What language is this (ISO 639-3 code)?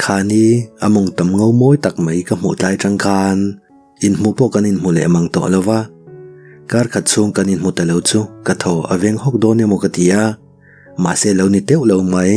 lus